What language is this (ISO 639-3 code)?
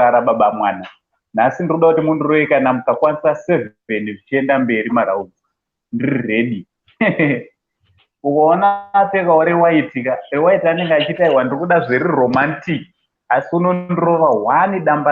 sna